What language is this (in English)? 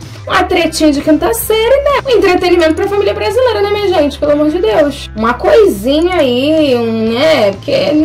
Portuguese